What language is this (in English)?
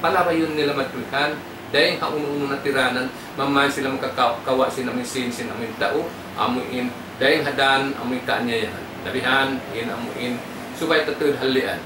Tausug